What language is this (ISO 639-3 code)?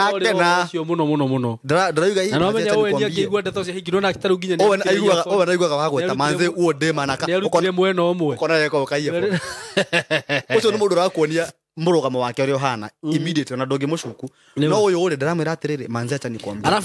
kik